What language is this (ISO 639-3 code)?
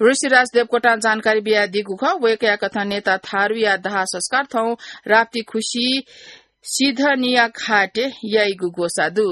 new